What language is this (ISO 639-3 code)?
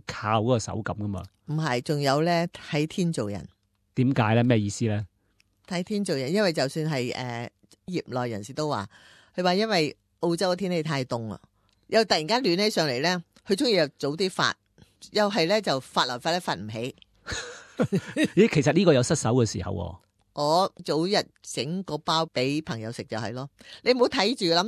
yue